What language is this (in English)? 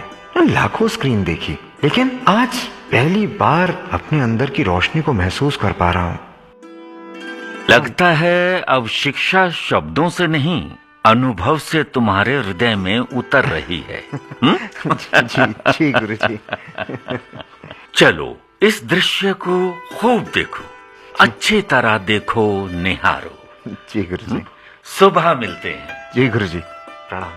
Hindi